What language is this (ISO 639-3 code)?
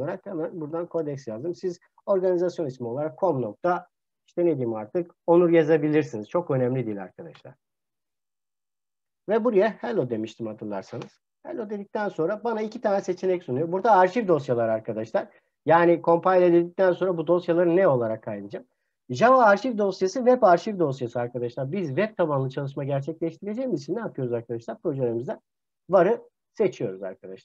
tur